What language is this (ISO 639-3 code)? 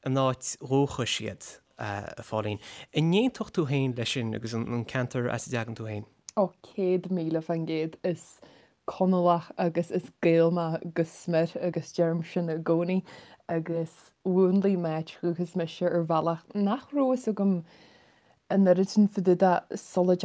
gle